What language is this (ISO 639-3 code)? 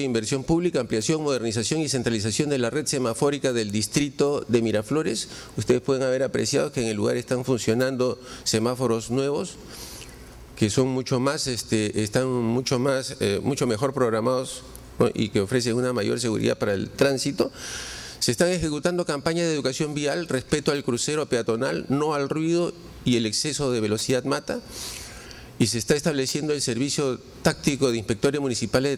spa